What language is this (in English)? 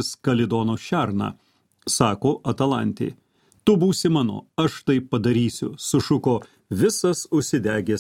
Lithuanian